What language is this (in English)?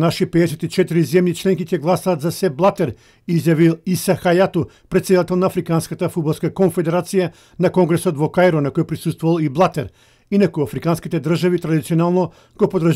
Macedonian